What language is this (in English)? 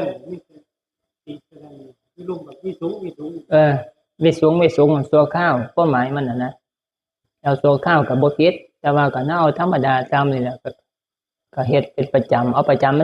Northeastern Thai